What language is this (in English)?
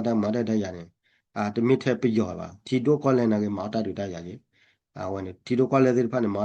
S'gaw Karen